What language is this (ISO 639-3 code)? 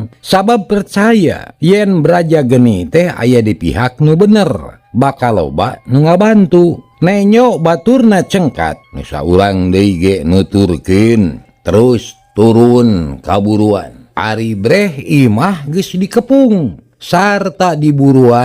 sun